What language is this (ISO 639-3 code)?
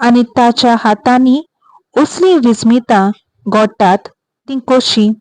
kok